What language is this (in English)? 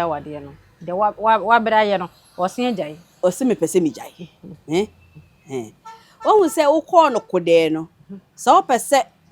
Akan